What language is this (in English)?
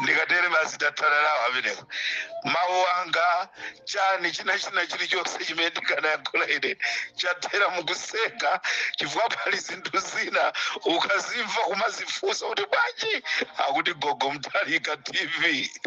Nyanja